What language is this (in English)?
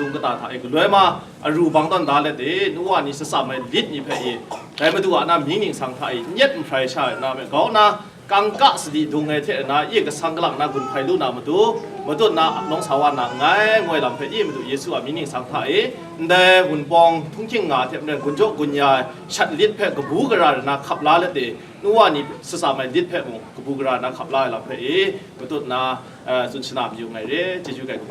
Kachin